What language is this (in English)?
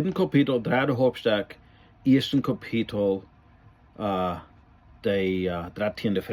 Plautdietsch